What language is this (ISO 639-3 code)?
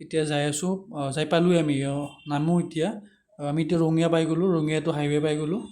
asm